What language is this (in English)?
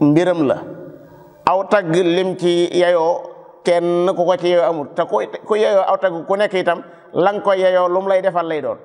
Wolof